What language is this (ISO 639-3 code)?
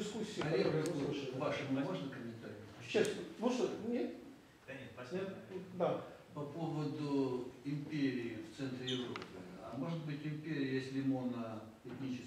rus